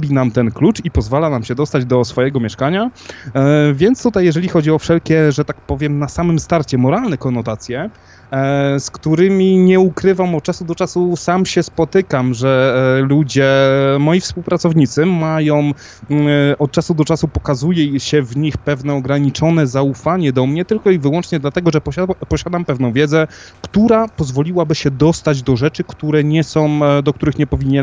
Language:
Polish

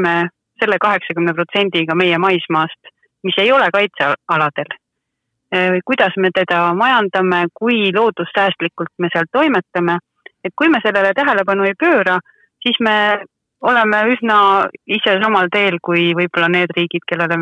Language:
Estonian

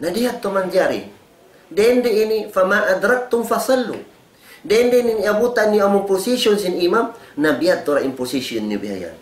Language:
Tausug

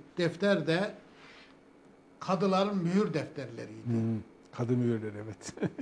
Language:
Turkish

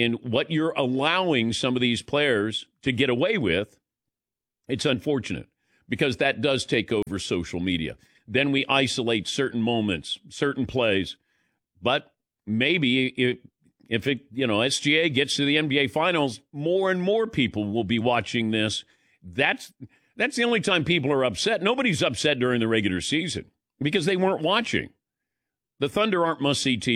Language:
English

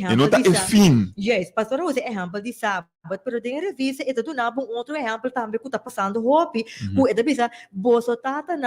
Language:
Papiamento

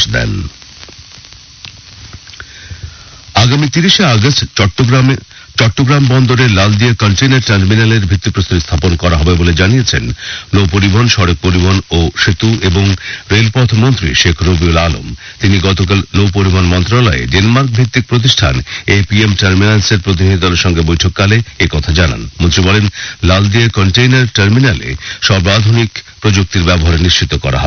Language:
Bangla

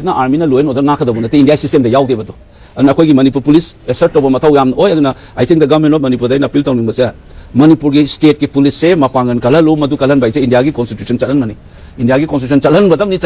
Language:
Manipuri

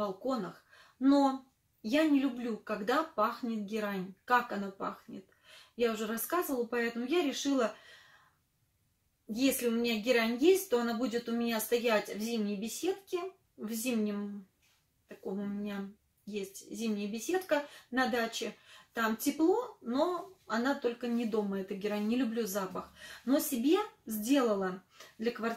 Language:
Russian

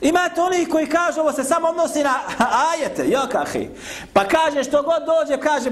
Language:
Bosnian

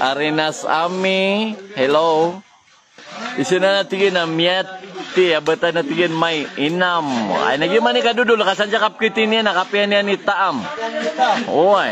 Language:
Maranao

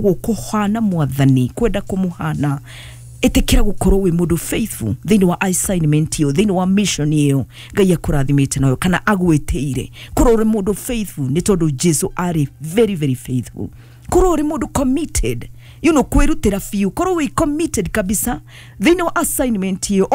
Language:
Kikuyu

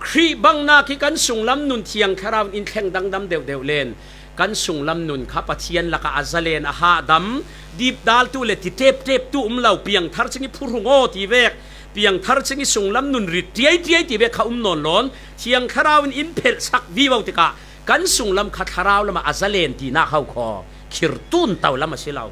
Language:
Falam Chin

